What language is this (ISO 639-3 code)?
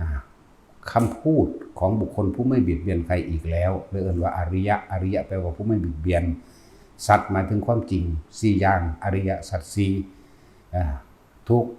tts